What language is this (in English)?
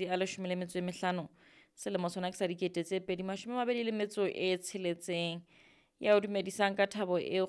Southern Sotho